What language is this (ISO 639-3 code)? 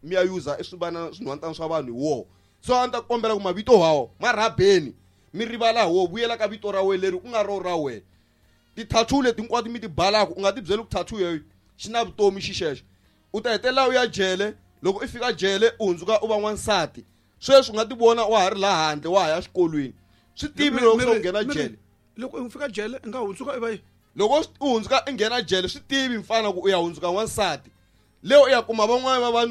tso